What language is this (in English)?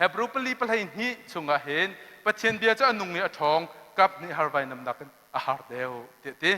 Hakha Chin